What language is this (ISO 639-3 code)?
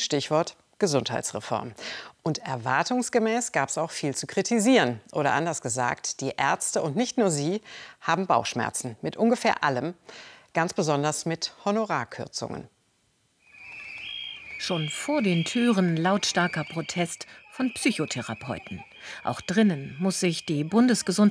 deu